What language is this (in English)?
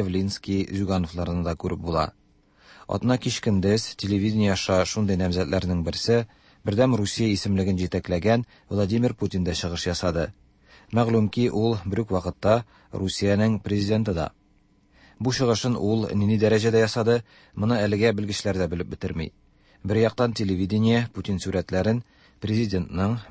Tatar